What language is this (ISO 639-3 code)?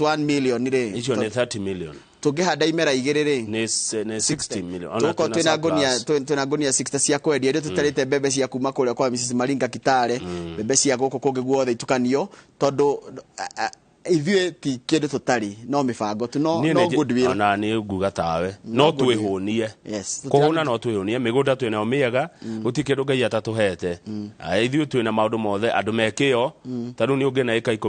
kik